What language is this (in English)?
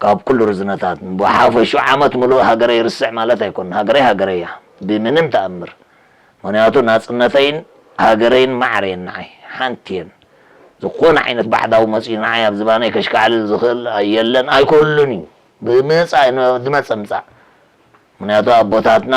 Tigrinya